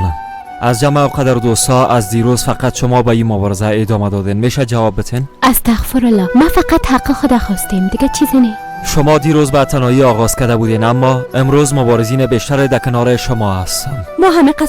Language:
Persian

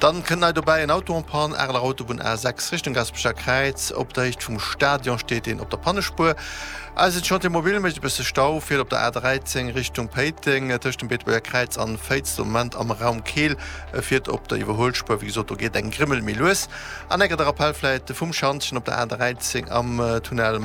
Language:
Luxembourgish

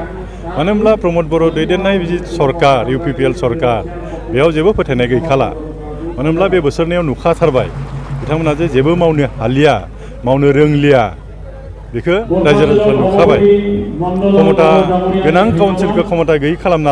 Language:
Bodo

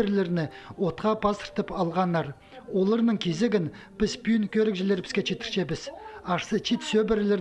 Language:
Khakas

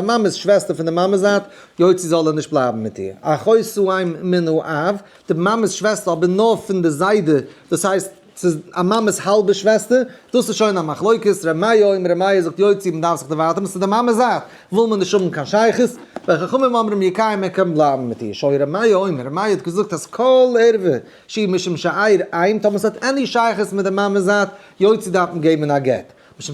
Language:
Yiddish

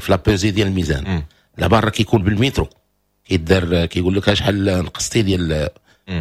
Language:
Moroccan Arabic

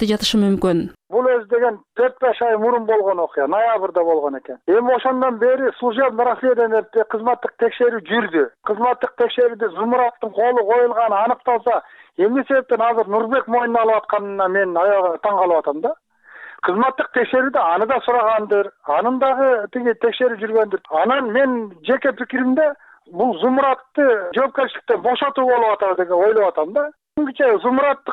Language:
Kyrgyz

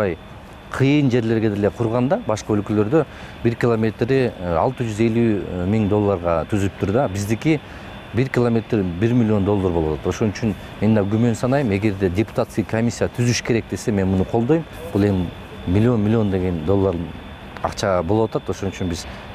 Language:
Kyrgyz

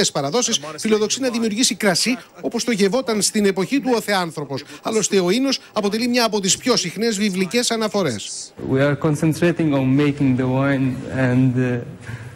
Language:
Greek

